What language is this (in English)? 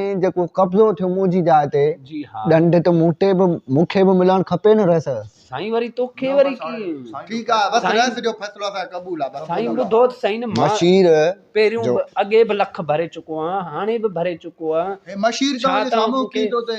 Sindhi